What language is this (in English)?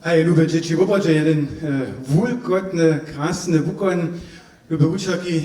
Upper Sorbian